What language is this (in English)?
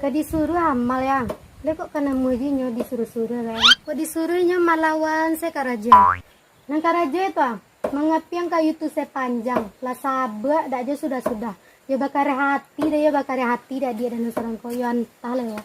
Minangkabau